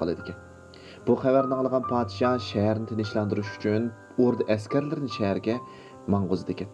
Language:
Uyghur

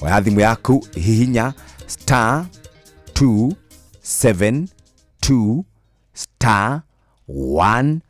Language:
Kikuyu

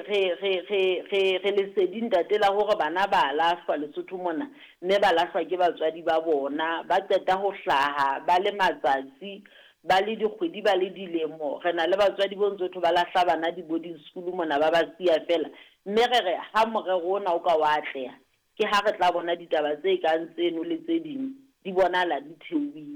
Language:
Southern Sotho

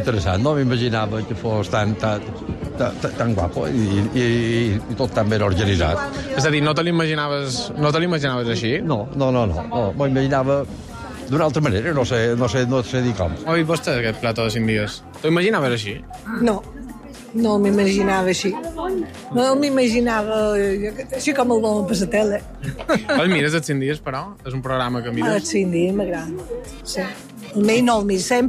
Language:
Catalan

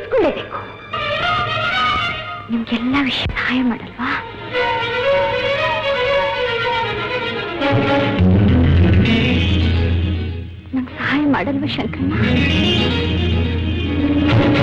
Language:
Kannada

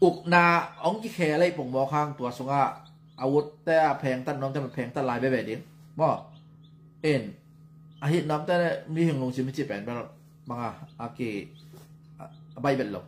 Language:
Tedim Chin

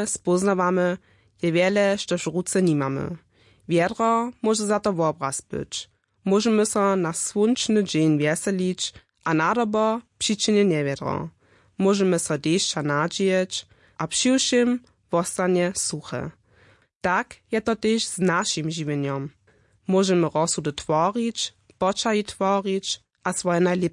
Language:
Upper Sorbian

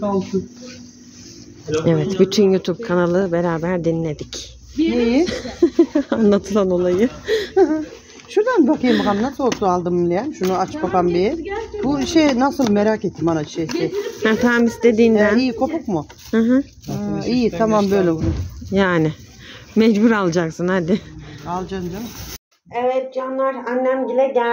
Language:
Turkish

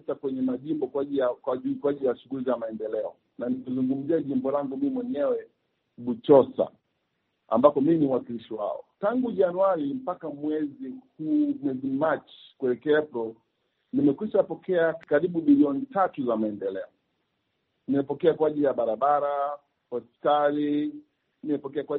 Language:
Swahili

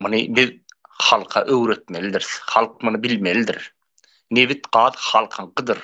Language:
Turkmen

